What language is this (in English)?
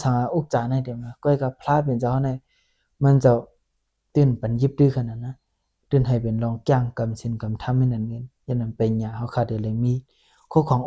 Shan